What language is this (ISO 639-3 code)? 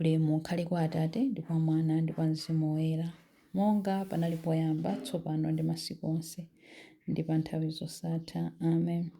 nya